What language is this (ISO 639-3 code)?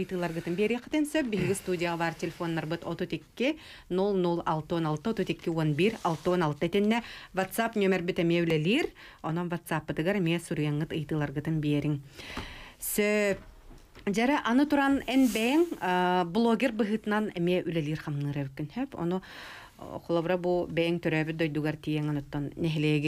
sah